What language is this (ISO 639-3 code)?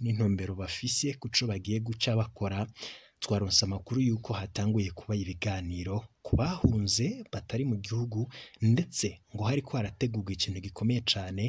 run